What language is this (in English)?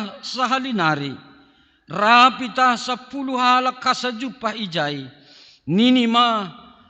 Batak Simalungun